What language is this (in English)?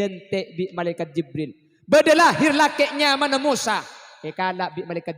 Madurese